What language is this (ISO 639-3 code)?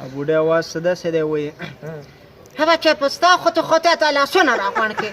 pus